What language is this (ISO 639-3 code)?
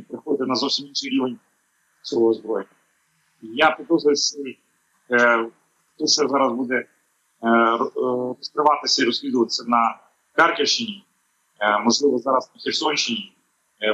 ukr